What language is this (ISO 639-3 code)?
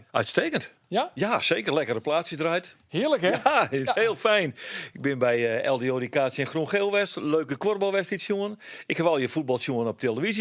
fry